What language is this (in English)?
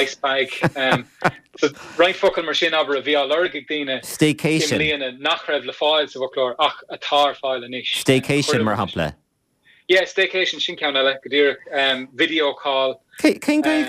Irish